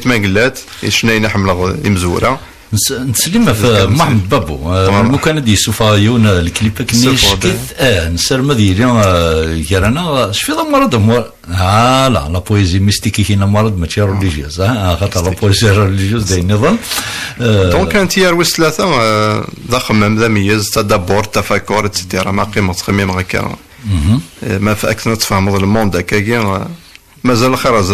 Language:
Kabyle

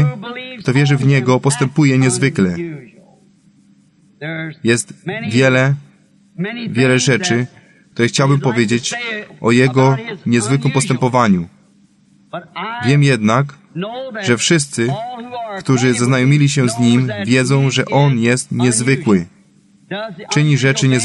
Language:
Polish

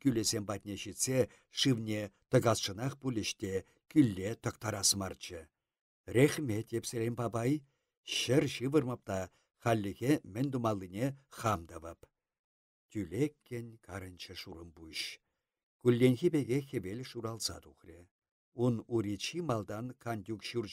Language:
Chuvash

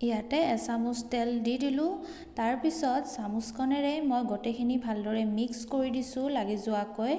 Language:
Assamese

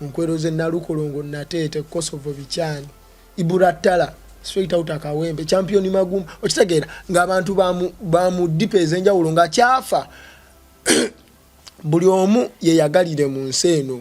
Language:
Ganda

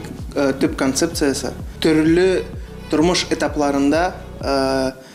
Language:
Tatar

